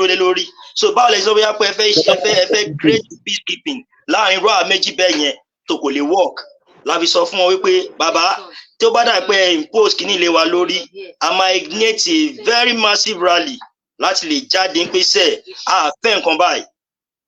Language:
Yoruba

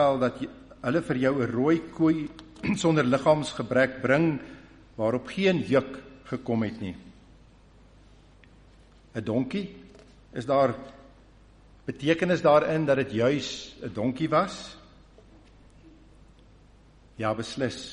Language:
Afrikaans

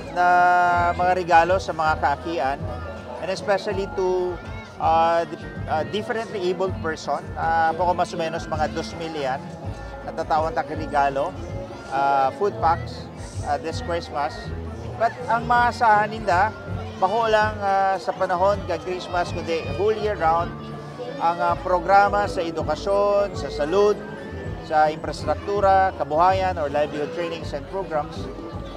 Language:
Bikol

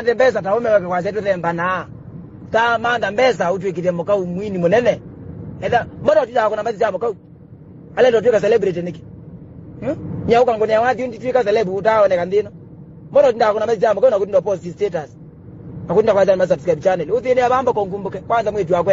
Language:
Kamba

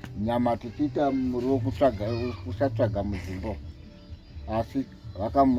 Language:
Shona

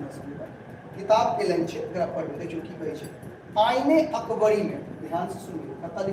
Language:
Maithili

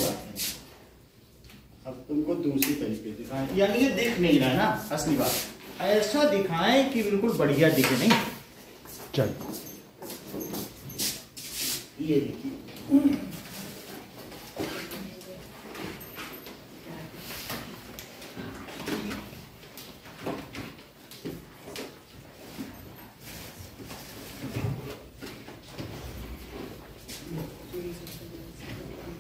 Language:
Hindi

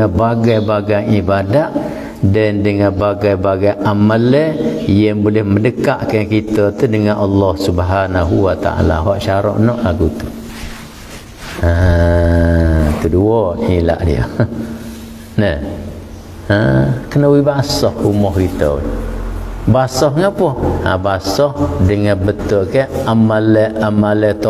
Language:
Malay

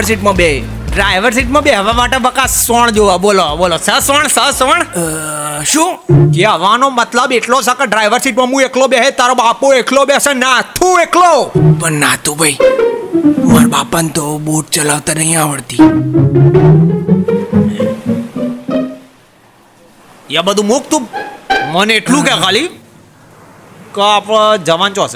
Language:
Gujarati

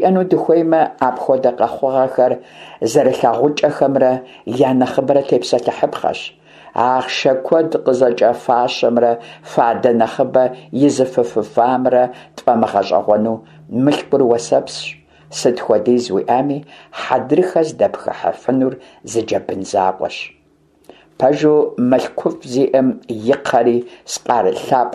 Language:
Kabardian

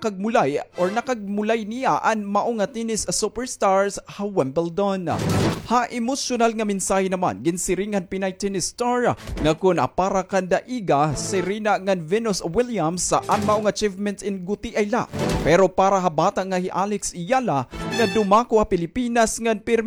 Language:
Waray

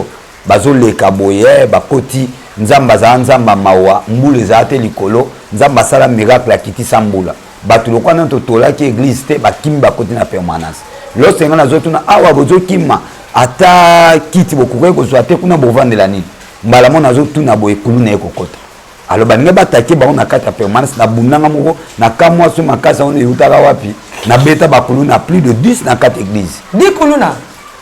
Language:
Lingala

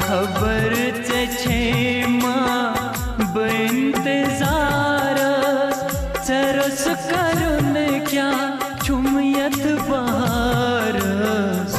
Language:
Kashmiri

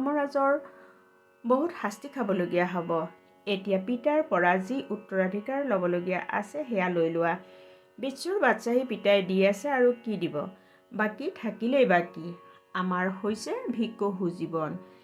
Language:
Assamese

